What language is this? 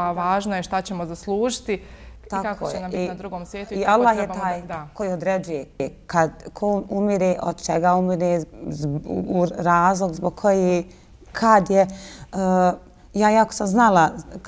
Bosnian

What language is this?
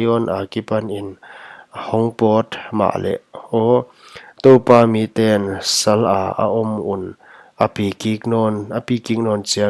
Paite Chin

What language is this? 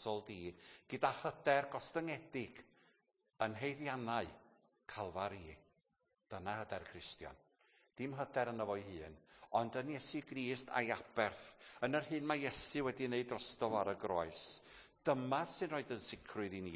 Welsh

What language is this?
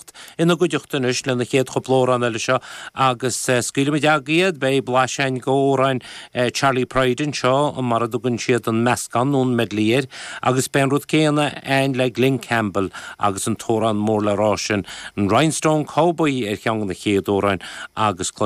Irish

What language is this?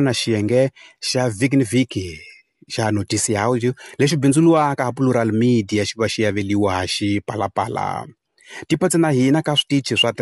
Tsonga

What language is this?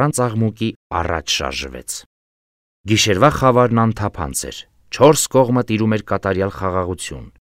Armenian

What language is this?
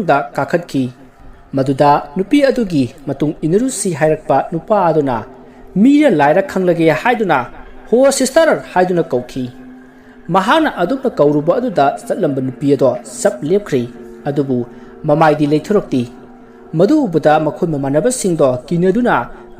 Manipuri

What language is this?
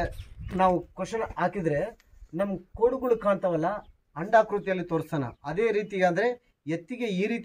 Kannada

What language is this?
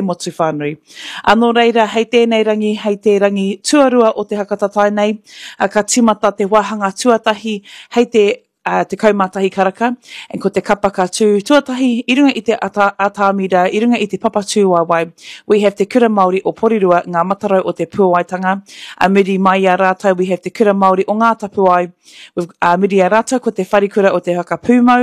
Māori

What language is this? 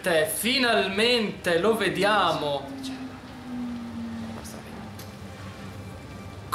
Italian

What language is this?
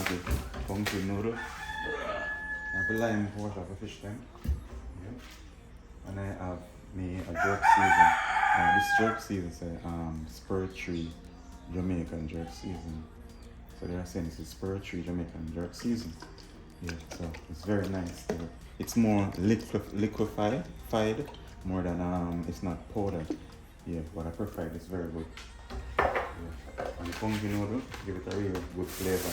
Jamaican Creole English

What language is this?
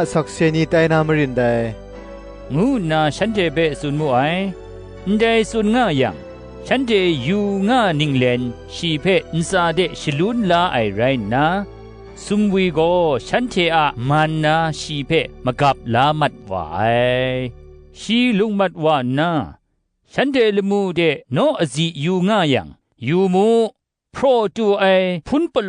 Kachin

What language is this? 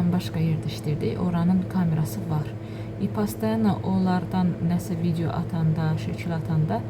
Azerbaijani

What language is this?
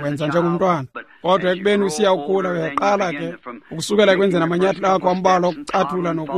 Xhosa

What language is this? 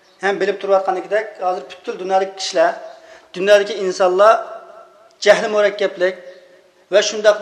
Uyghur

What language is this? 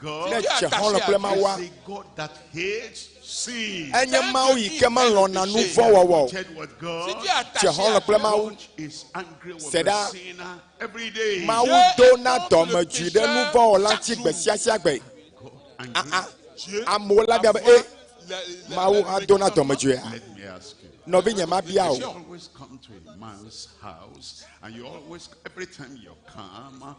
Ewe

